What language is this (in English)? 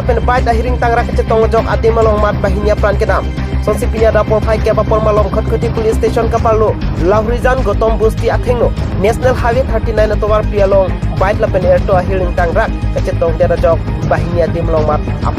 Karbi